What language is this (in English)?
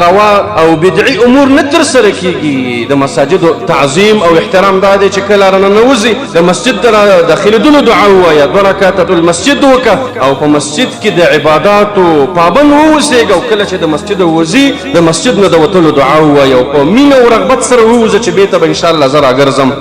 Pashto